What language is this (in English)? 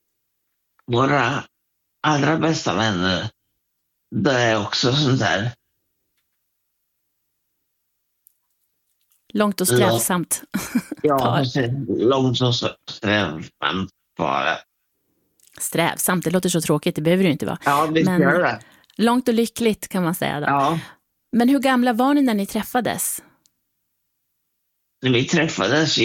Swedish